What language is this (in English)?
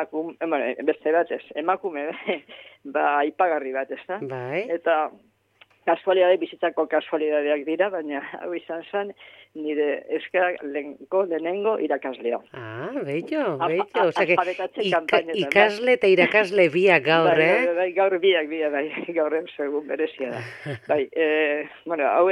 Basque